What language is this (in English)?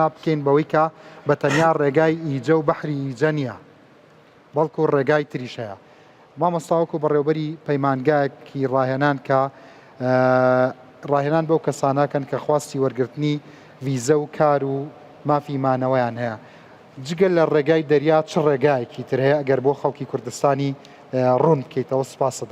Central Kurdish